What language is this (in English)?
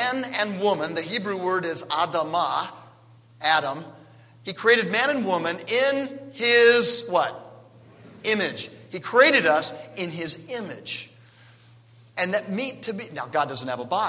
English